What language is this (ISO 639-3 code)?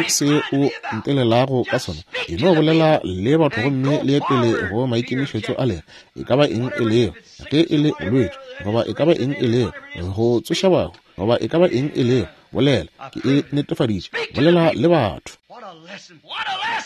nso